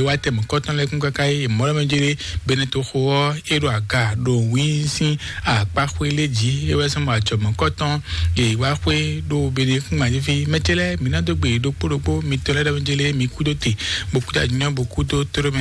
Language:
Fon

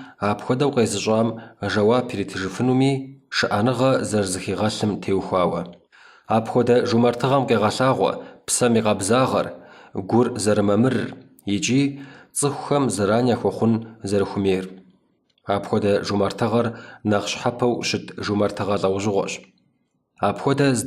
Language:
Kabardian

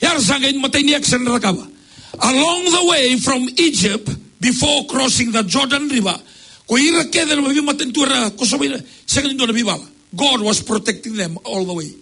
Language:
Fijian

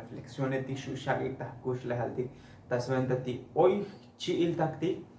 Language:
Tzotzil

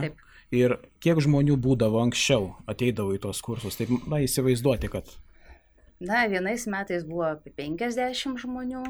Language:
Lithuanian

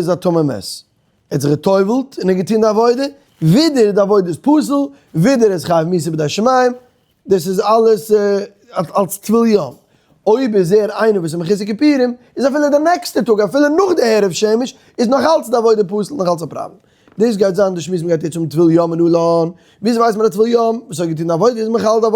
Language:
Yiddish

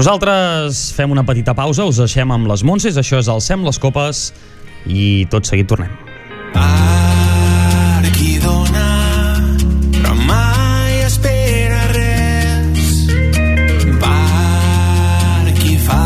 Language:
Catalan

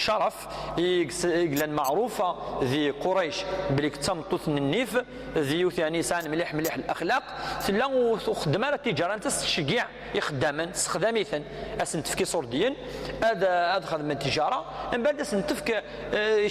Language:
Kabyle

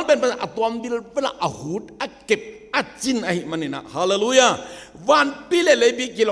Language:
Tedim Chin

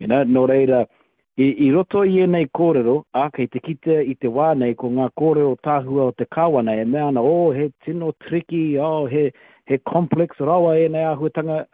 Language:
Māori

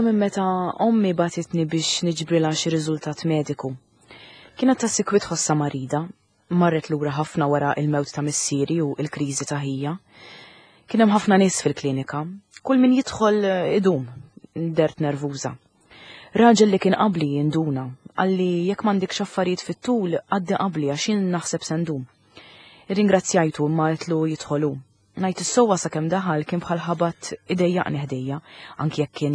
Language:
Maltese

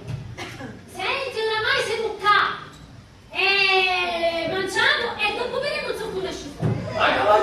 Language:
Sicilian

